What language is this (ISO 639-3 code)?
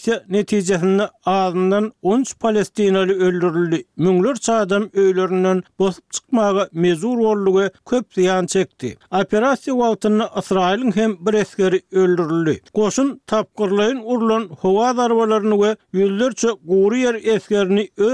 tuk